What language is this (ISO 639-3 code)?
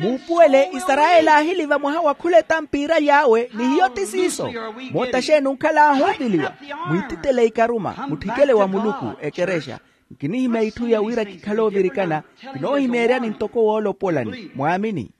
vmw